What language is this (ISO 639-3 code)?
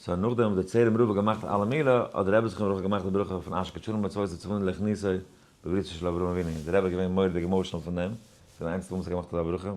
yid